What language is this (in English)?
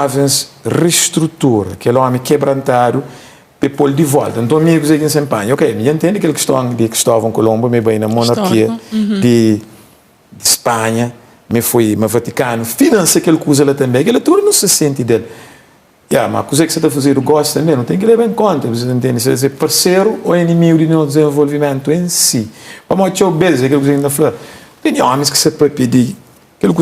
Kabuverdianu